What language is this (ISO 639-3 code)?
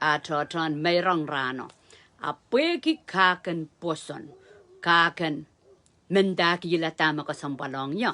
pon